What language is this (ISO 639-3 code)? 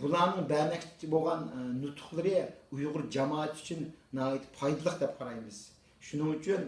uig